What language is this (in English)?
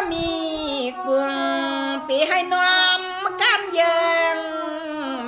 Shan